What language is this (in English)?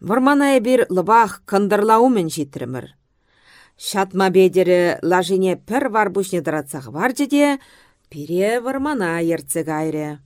Chuvash